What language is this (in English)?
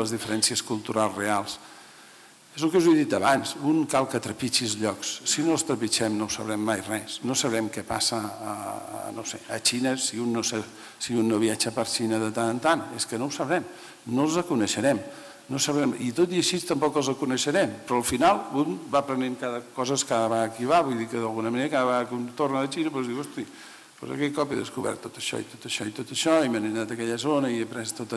Catalan